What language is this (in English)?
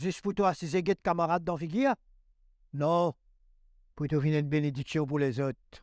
Morisyen